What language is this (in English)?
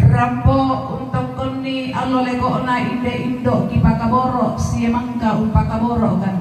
Toraja-Sa'dan